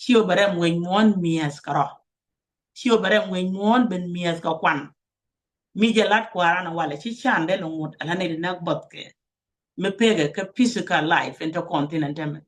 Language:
Nuer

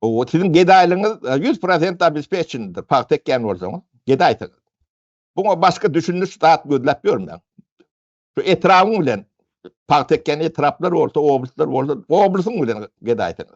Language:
Turkmen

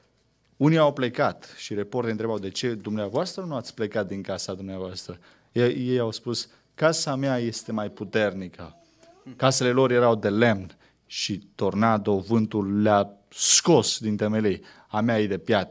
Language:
Romanian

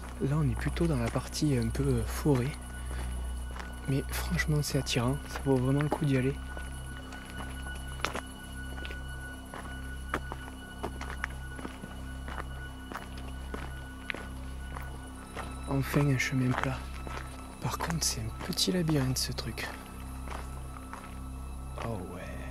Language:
French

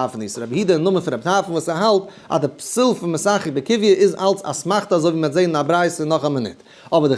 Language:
Yiddish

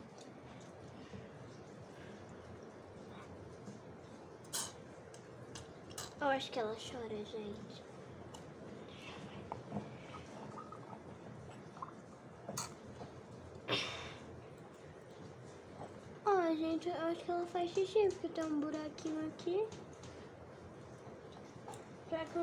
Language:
Portuguese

